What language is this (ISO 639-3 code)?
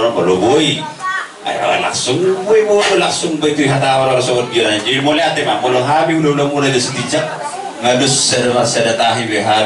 bbc